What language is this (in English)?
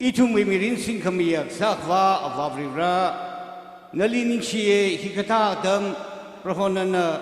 Tangkhul Naga (India)